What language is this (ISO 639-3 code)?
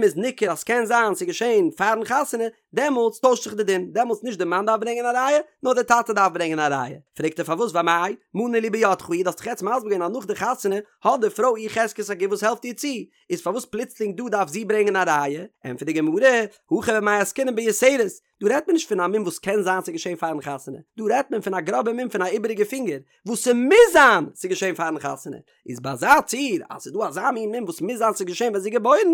yid